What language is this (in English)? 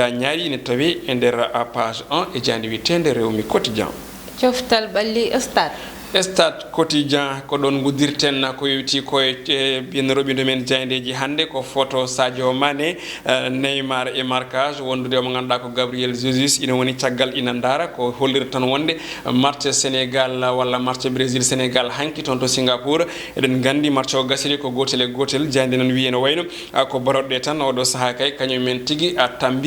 Fula